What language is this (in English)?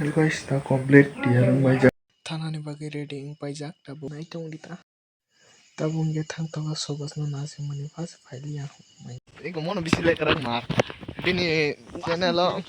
Kok Borok